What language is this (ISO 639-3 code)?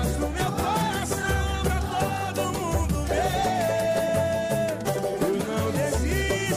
por